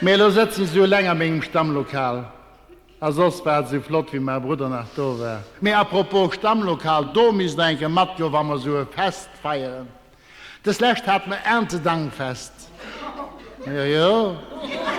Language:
Luxembourgish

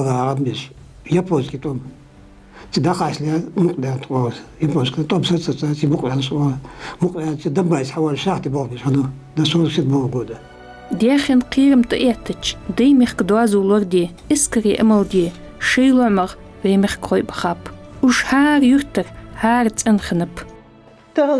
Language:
Ingush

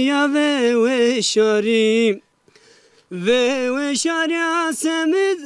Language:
Zaza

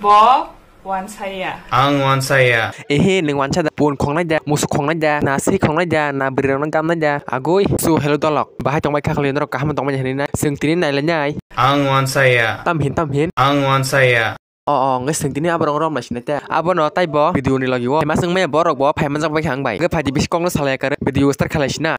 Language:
Kok Borok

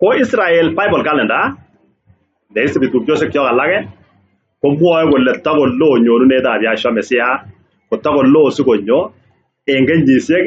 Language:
Kalenjin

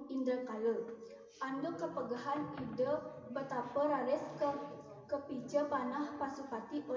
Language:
Balinese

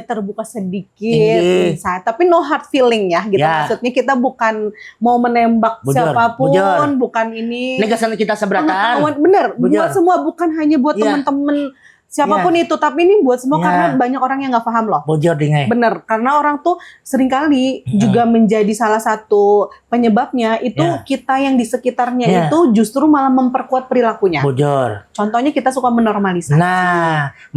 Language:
Banjar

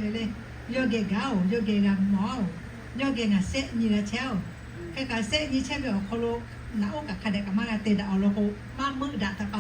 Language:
Lahu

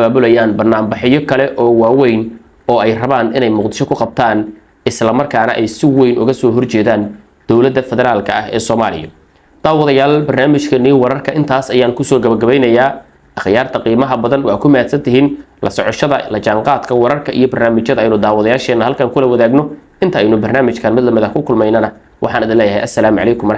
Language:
Somali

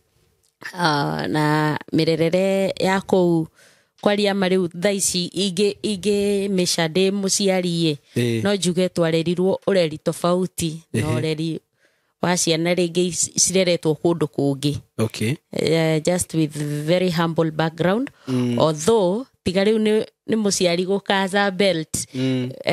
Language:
Kikuyu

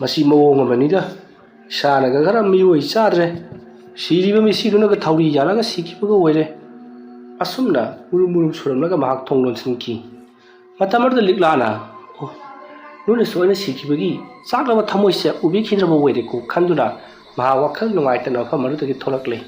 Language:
Manipuri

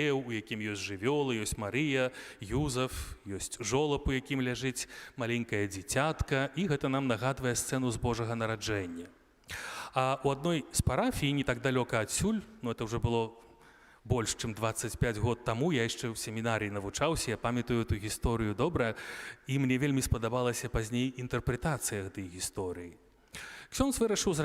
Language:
Belarusian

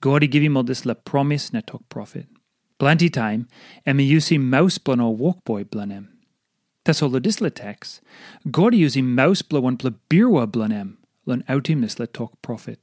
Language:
Tok Pisin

